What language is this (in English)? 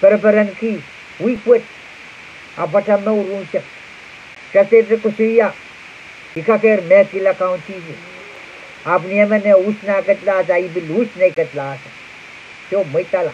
Pohnpeian